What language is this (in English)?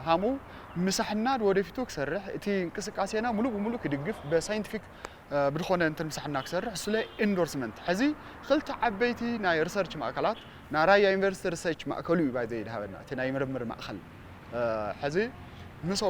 Tigrinya